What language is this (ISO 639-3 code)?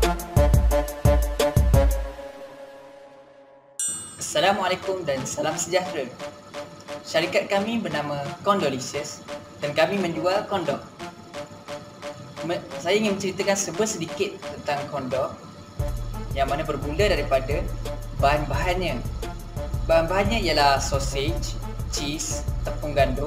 msa